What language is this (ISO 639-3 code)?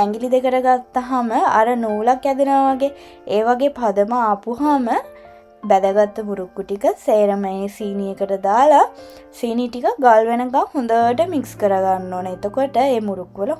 sin